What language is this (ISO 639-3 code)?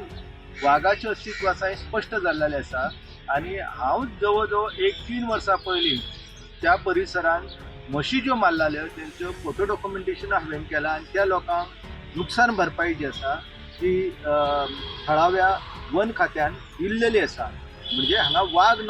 kok